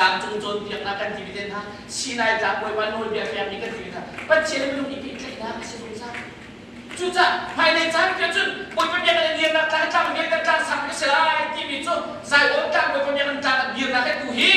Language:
Hakha Chin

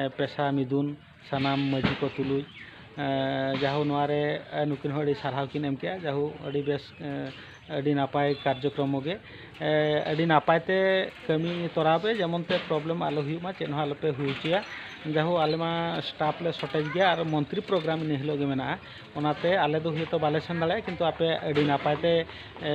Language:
Santali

